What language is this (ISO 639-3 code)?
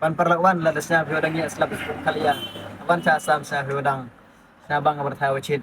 kha